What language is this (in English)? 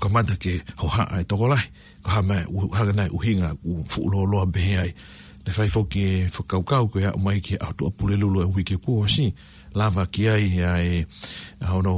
Tongan